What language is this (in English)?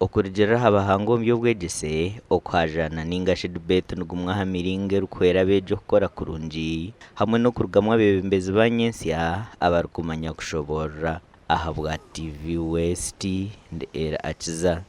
Nyankole